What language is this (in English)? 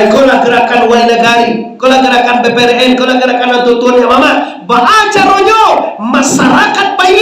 Minangkabau